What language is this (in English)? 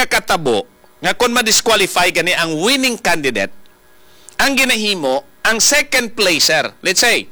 Hiligaynon